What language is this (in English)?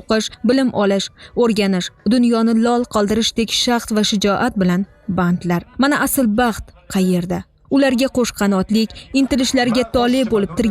Uzbek